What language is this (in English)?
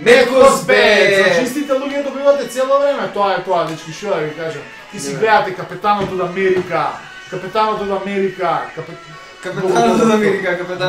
Macedonian